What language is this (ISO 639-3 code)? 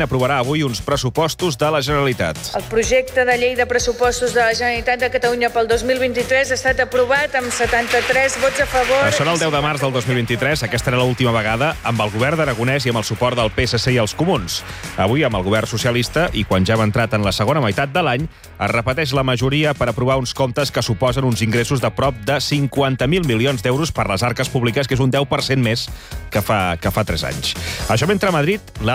cat